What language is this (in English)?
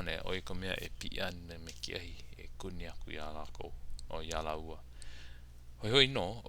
Hawaiian